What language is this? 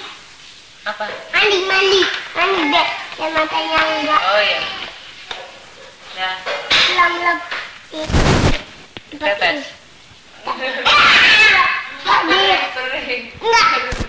Indonesian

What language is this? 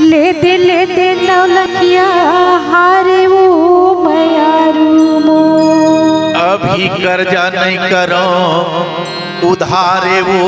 Chhattisgarhi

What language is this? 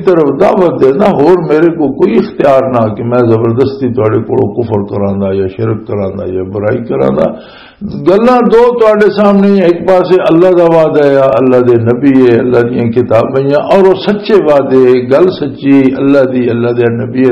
Western Panjabi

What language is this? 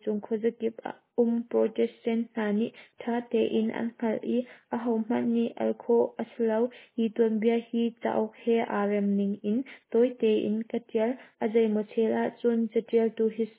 Hakha Chin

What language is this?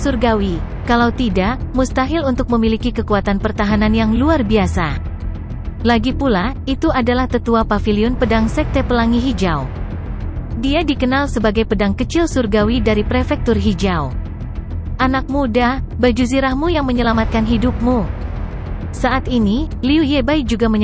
Indonesian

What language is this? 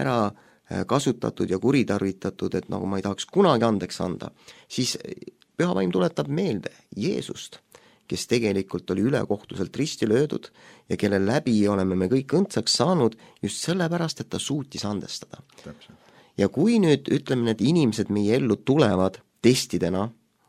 Estonian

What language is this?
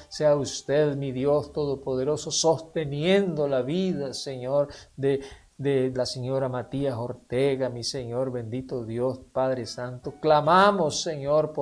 Spanish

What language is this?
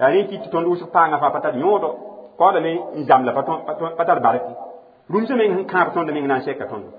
Mossi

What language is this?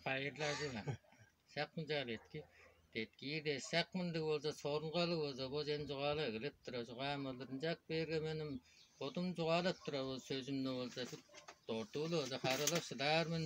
Tuvinian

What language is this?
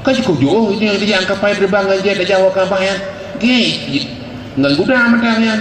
Achinese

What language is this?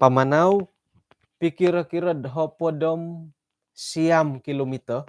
Central Dusun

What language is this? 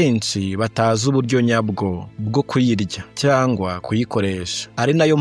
Kinyarwanda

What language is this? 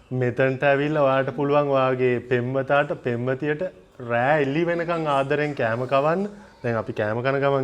Sinhala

